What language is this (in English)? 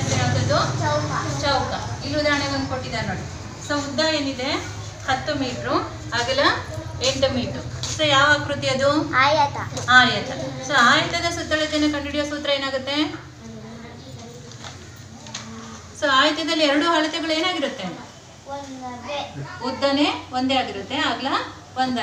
Kannada